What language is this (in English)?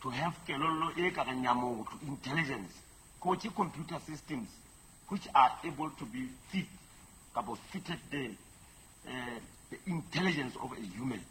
Southern Sotho